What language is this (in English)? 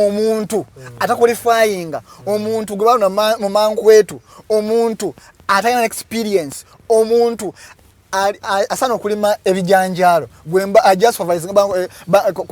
Ganda